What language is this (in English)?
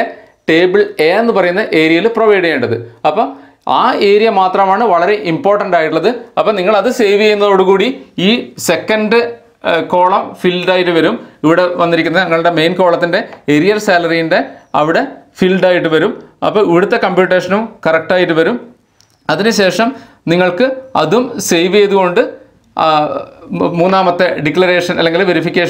Malayalam